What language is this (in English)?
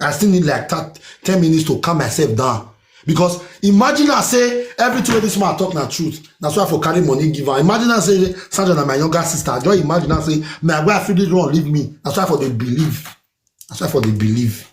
Nigerian Pidgin